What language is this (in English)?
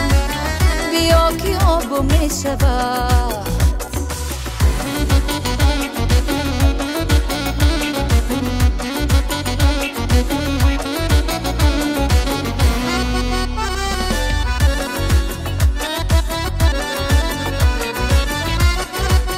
Persian